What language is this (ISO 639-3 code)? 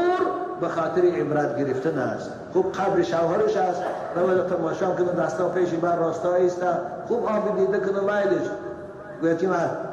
tgk